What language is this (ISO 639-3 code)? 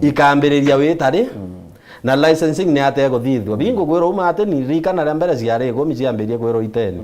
mer